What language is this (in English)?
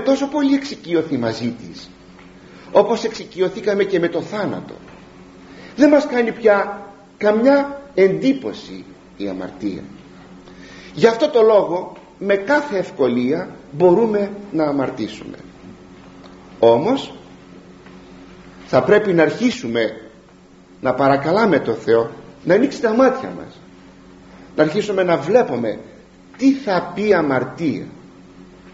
Greek